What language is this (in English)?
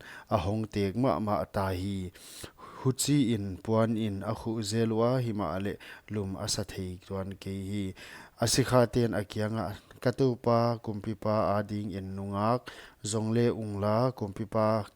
Paite Chin